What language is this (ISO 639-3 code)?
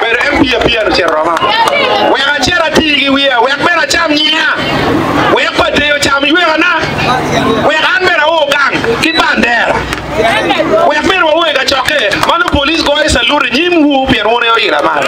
ach